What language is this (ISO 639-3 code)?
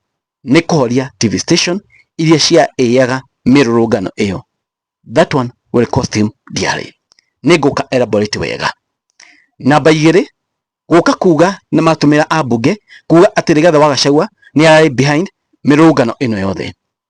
kik